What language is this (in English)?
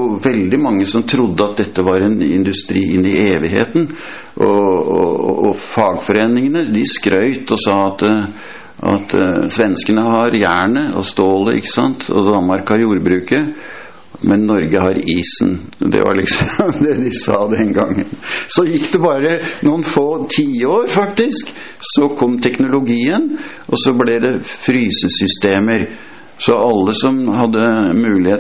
Norwegian